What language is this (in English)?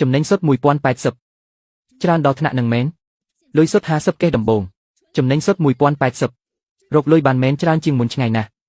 Khmer